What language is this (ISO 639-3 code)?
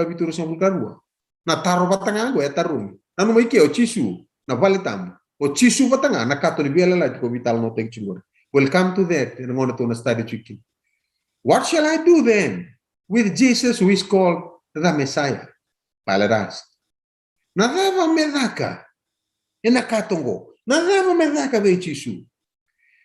fij